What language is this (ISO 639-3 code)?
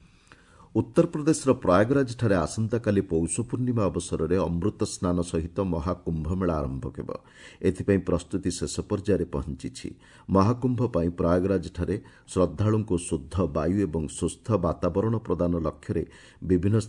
ori